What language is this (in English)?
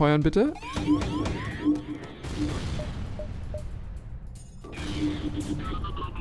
German